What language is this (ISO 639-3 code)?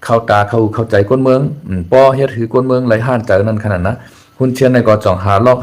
shn